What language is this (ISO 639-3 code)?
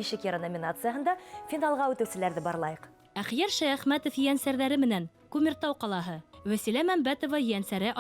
bak